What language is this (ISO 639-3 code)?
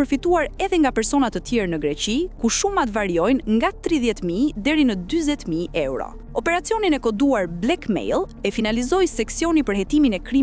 sqi